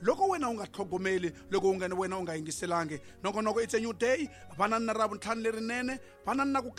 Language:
Tsonga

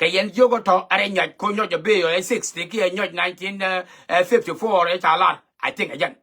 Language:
Nuer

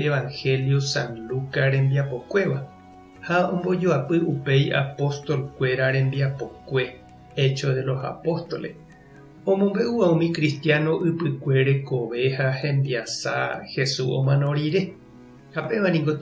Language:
Guarani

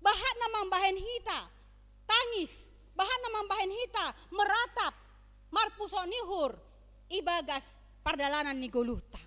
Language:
Batak Simalungun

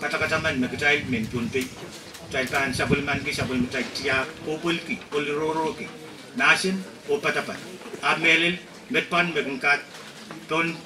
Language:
Pohnpeian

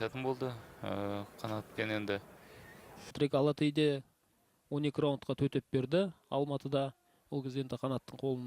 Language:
Kazakh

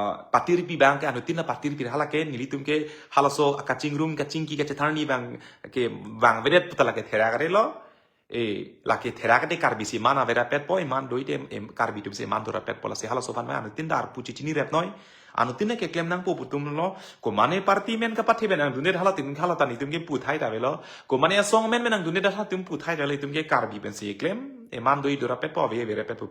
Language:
Karbi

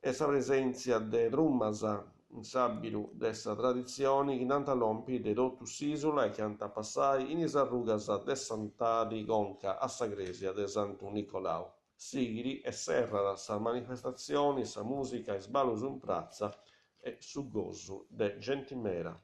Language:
Sardinian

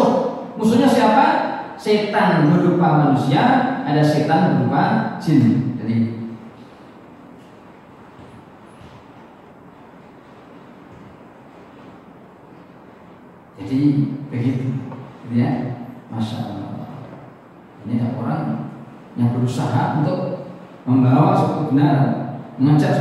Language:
Indonesian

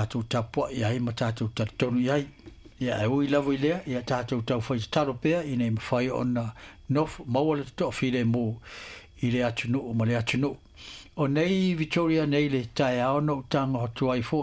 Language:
Samoan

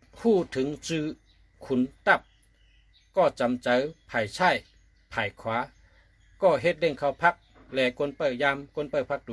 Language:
Shan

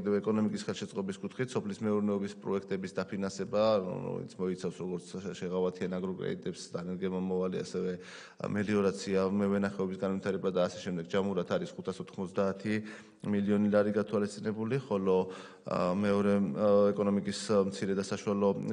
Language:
Georgian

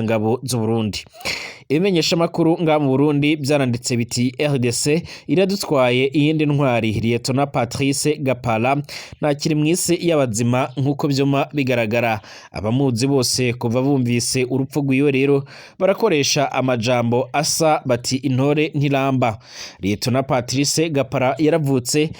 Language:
Rundi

